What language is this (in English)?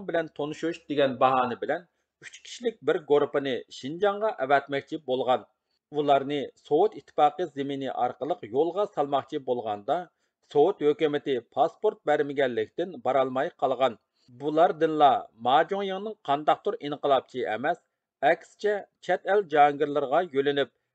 Uyghur